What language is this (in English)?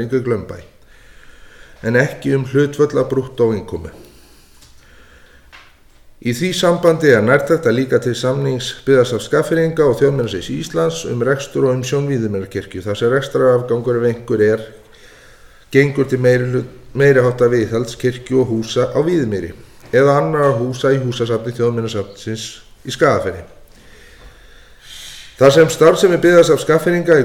Icelandic